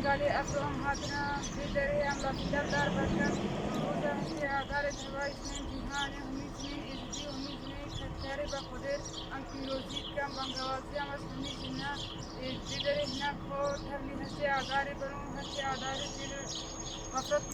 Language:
Kurdish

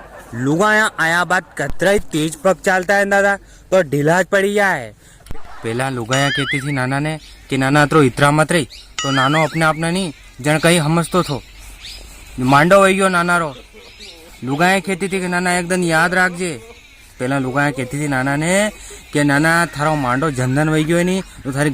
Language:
Rajasthani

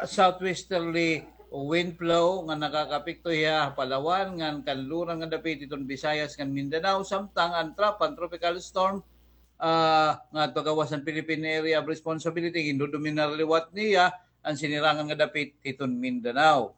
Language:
Waray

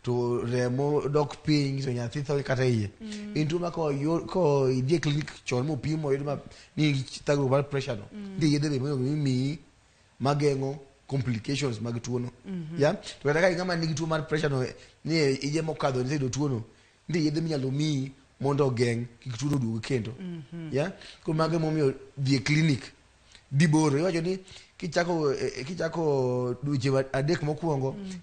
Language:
Luo (Kenya and Tanzania)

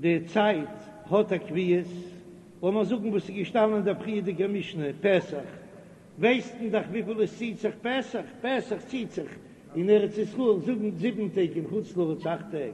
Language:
Yiddish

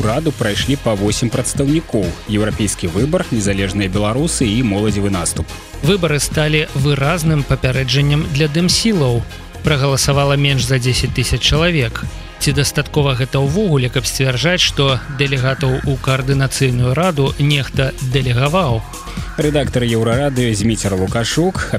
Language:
Belarusian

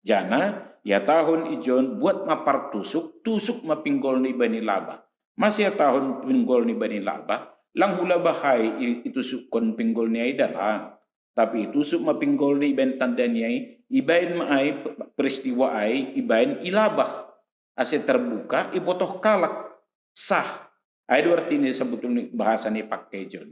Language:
Batak Simalungun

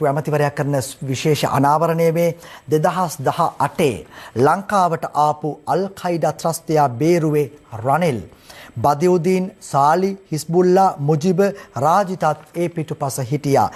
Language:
Sinhala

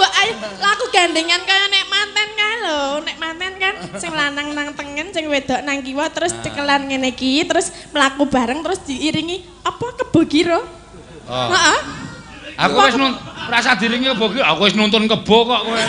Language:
Javanese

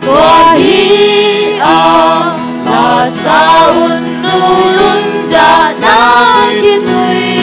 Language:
Tedim Chin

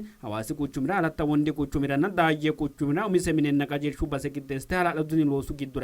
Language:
Sidamo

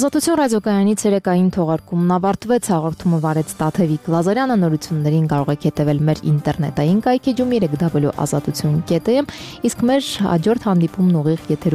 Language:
Armenian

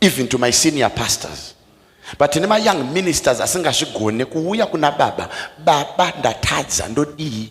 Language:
Shona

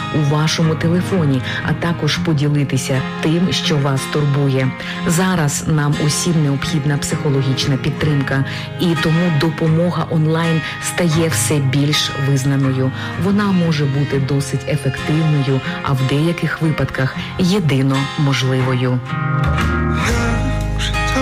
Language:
Ukrainian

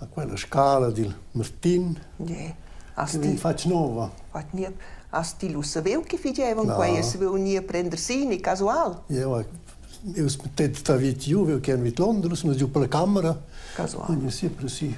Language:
Romansh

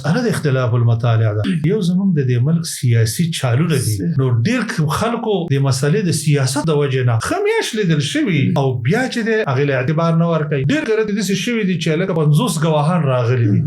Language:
Pashto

